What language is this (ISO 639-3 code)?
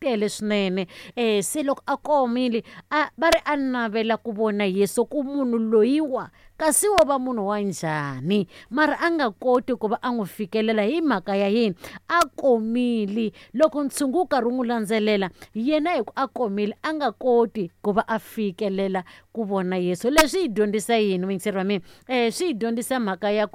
tso